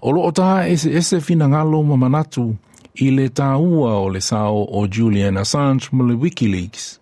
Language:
Samoan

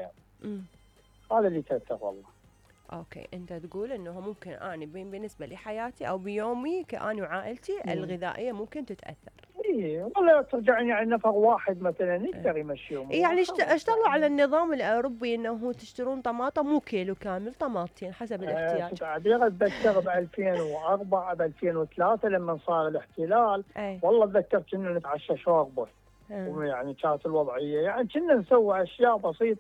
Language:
Mesopotamian Arabic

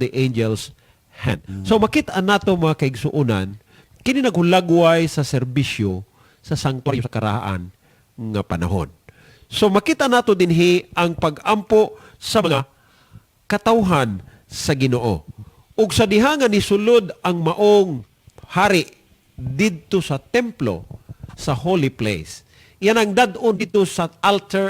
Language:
Cebuano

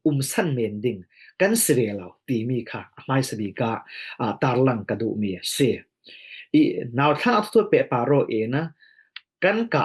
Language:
Falam Chin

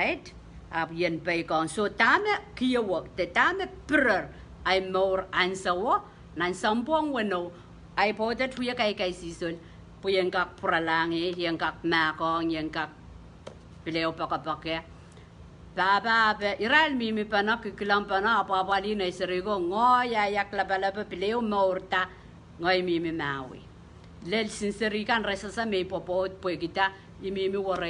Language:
Pohnpeian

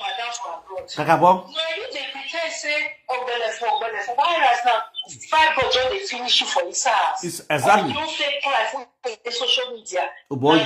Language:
Nigerian Pidgin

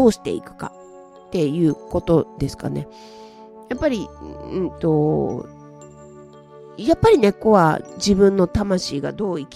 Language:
Japanese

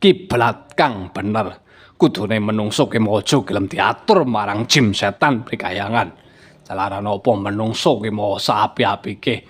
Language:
Javanese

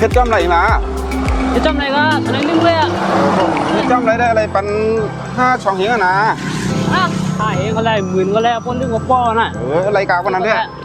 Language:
Shan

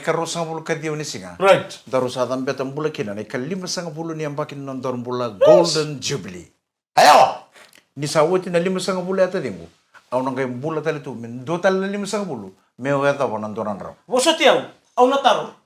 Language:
Fijian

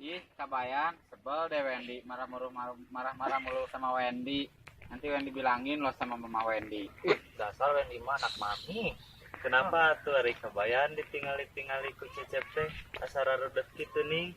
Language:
Sundanese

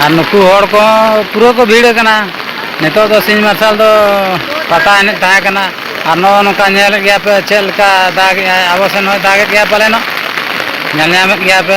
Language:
Santali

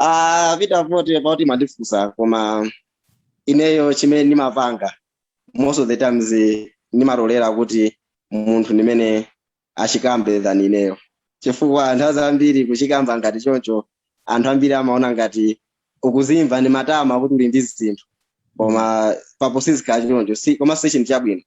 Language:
Nyanja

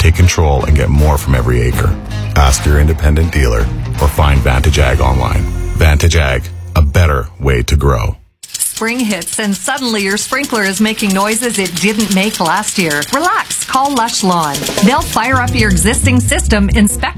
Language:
English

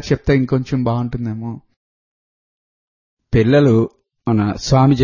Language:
Telugu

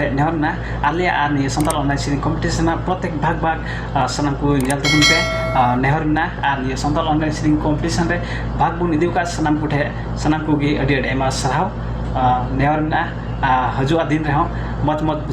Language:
Santali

